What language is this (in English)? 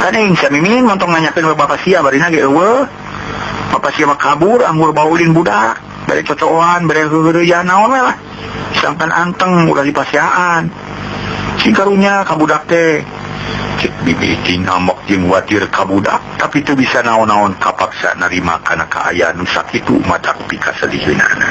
Sundanese